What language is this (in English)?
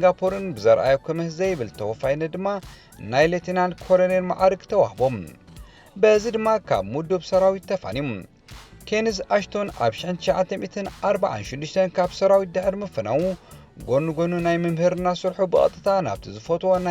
Tigrinya